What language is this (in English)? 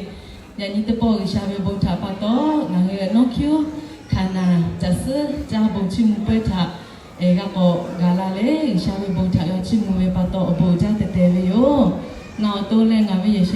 Lahu